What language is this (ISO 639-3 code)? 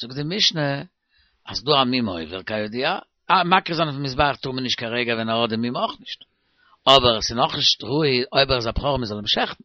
yid